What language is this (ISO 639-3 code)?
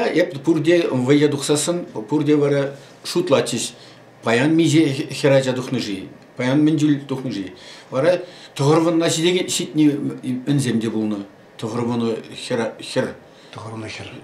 chv